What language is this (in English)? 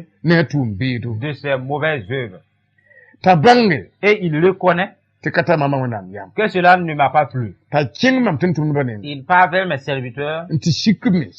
Mossi